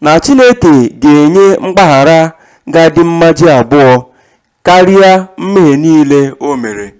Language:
Igbo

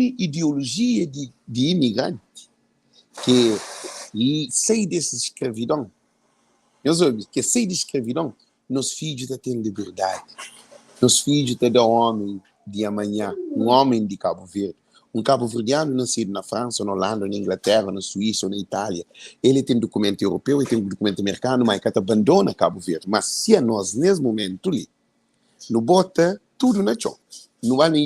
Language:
Kabuverdianu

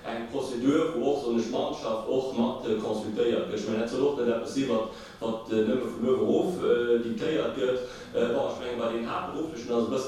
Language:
Luxembourgish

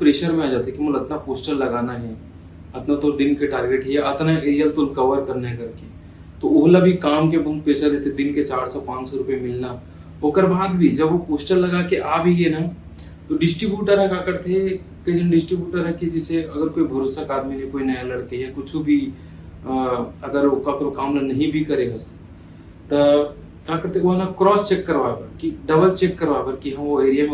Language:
Chhattisgarhi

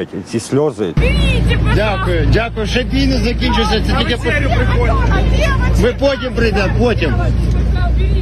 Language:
Ukrainian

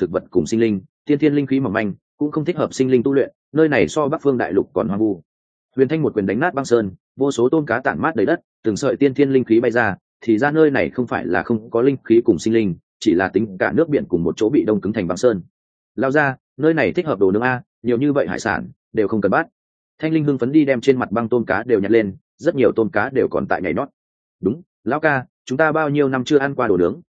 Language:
Vietnamese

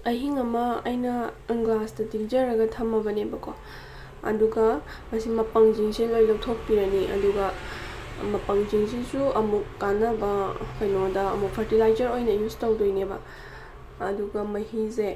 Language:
Manipuri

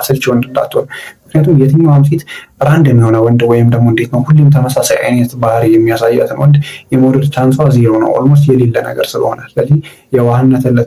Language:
Amharic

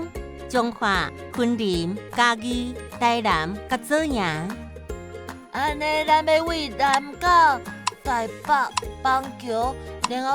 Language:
Min Nan Chinese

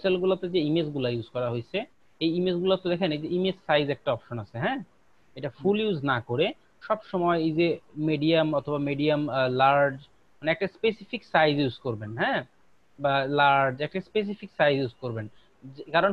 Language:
Bangla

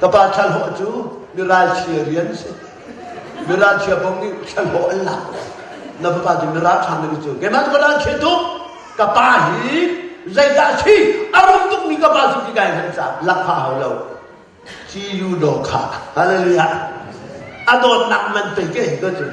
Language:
Hakha Chin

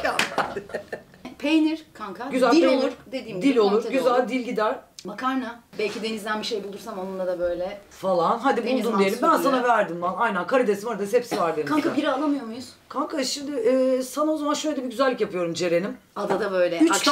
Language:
Turkish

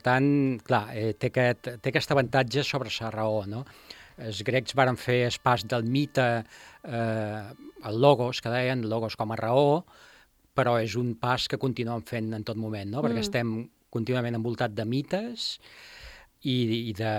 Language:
Catalan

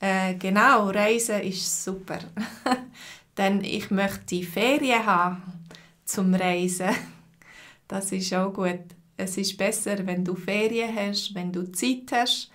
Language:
Swiss German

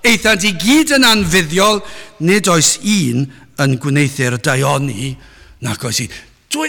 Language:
Welsh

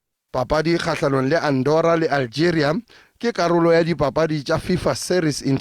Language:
Tswana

